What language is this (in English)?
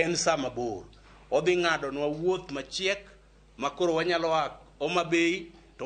Luo (Kenya and Tanzania)